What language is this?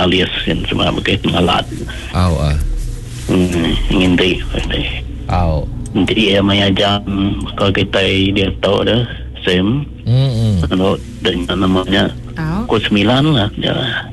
Iban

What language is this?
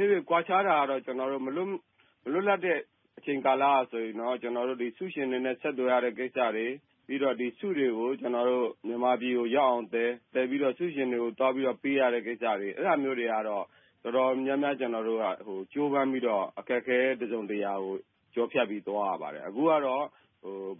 Burmese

